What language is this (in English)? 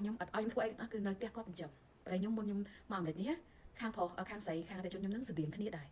Khmer